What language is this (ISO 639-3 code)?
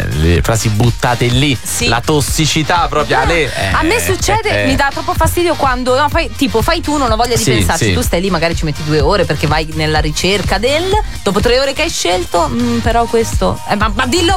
ita